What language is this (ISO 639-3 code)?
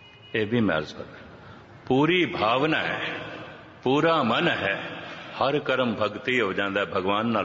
pan